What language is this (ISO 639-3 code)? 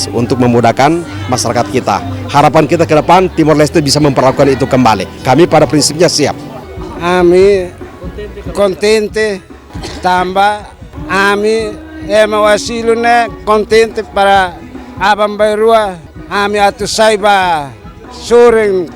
tet